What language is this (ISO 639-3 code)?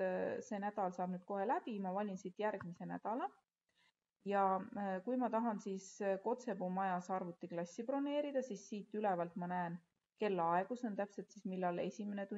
est